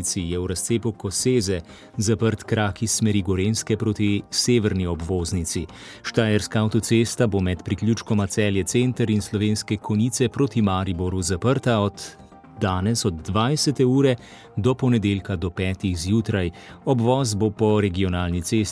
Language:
Slovenian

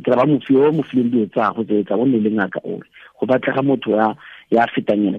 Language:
Tswana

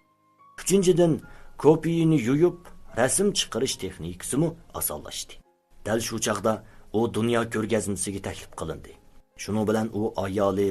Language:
Uyghur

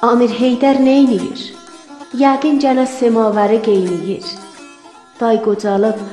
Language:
South Azerbaijani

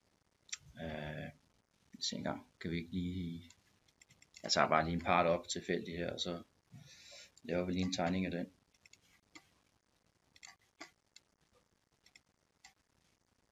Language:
Danish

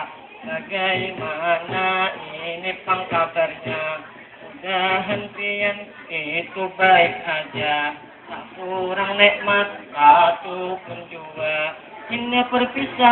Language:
Banjar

